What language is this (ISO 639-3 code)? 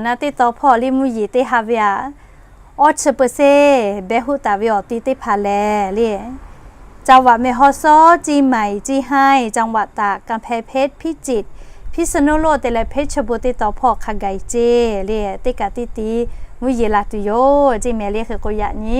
lhu